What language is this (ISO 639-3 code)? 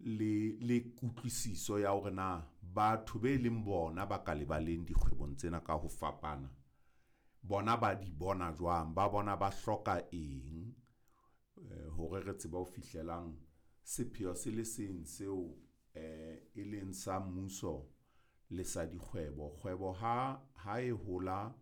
sot